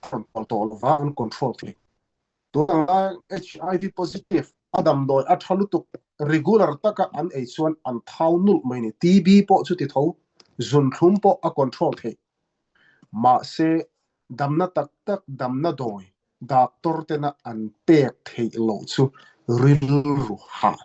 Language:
Mizo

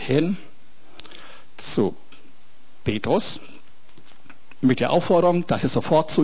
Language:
German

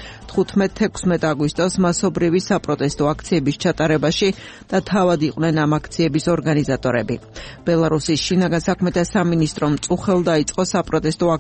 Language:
Georgian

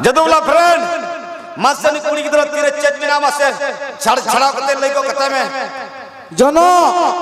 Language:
Santali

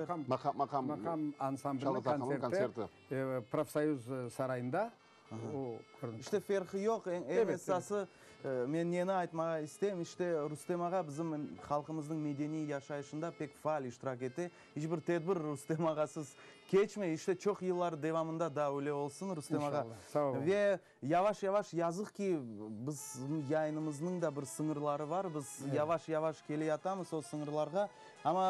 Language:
Crimean Tatar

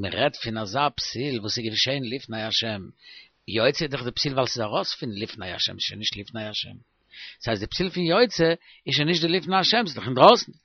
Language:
Yiddish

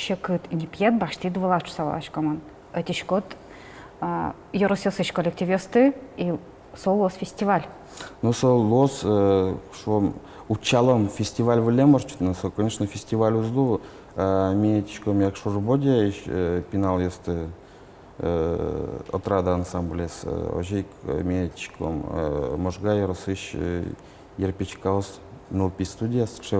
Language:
Udmurt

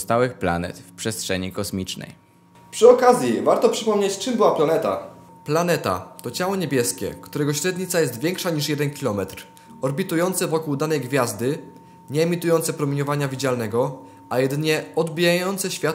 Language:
Polish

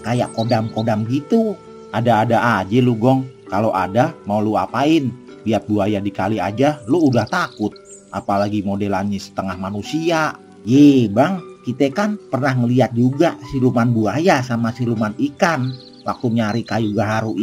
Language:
Betawi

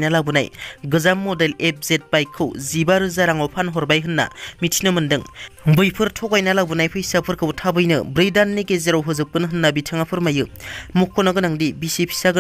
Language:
Bodo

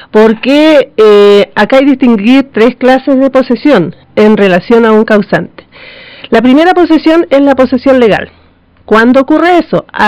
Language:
Spanish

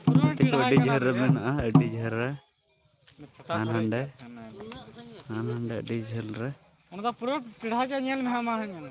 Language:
Santali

